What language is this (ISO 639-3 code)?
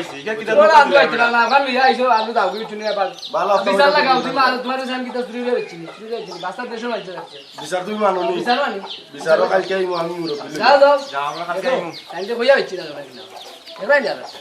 syl